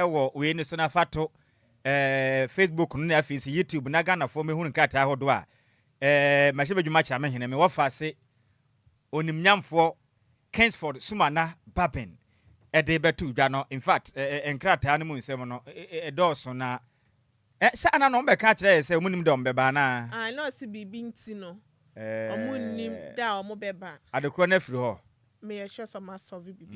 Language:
Akan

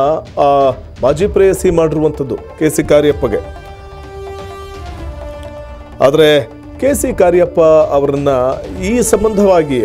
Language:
Kannada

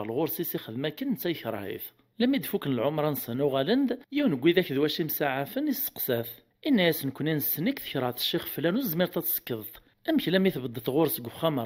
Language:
Kabyle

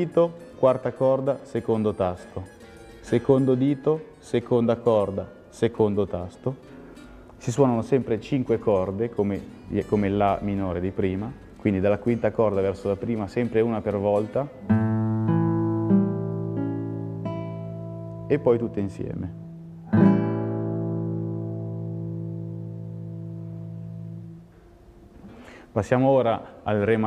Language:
Italian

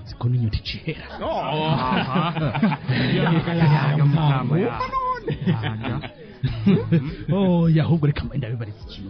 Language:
Rundi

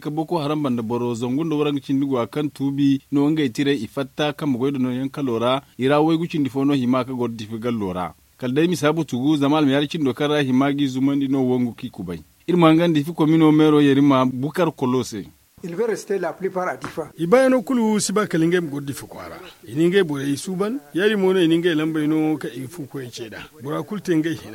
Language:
Zarma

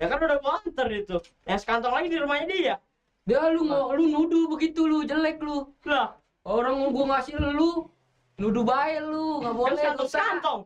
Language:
Betawi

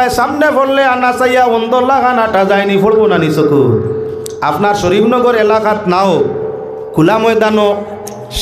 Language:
Sylheti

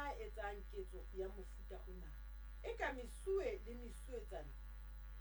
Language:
Southern Sotho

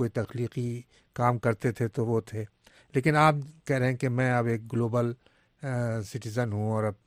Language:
Urdu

